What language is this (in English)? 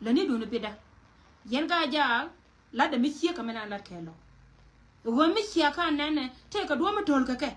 Nuer